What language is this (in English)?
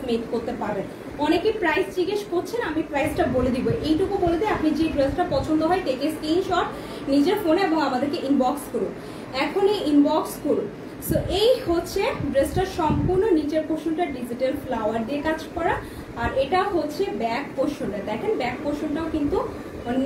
Bangla